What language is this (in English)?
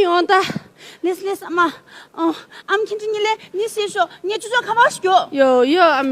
Tibetan